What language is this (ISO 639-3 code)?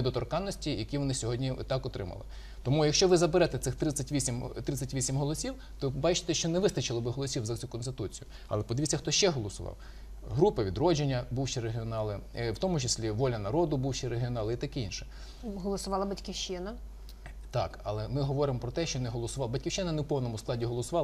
ukr